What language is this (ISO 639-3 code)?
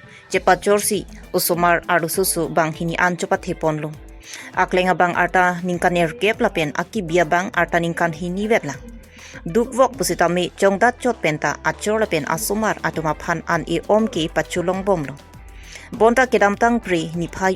mjw